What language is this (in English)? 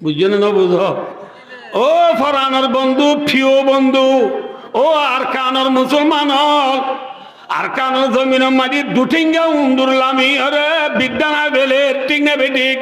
Rohingya